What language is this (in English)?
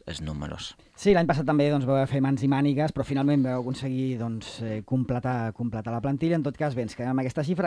Catalan